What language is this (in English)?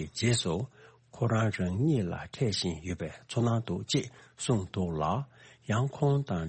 Tibetan